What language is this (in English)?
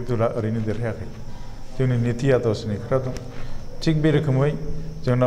Bodo